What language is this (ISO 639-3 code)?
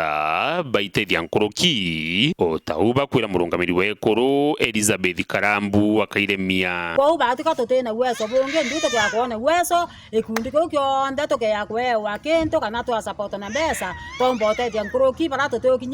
mer